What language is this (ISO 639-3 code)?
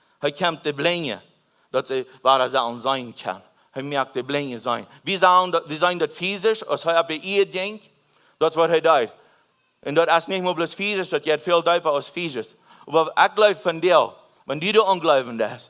pdt